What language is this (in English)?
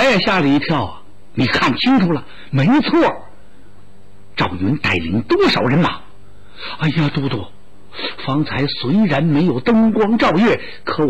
Chinese